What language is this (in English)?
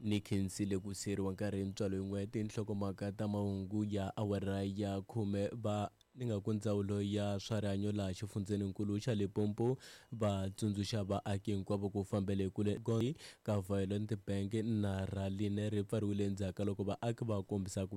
Tsonga